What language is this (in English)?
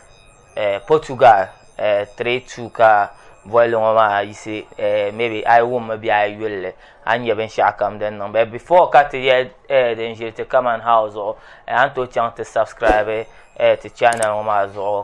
Dagbani